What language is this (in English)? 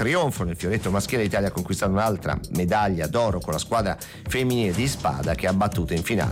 Italian